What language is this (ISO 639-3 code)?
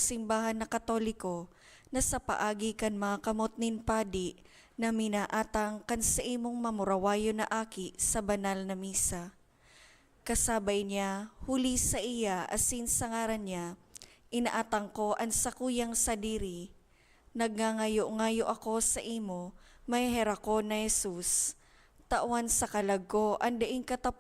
bik